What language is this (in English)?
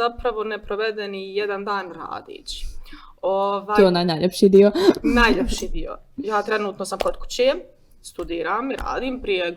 Bosnian